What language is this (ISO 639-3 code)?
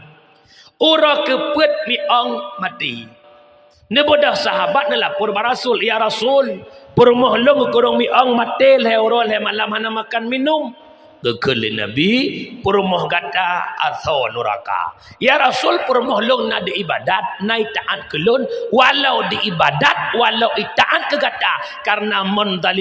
ace